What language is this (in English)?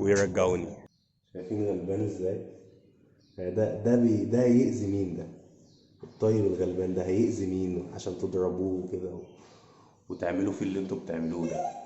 Egyptian Arabic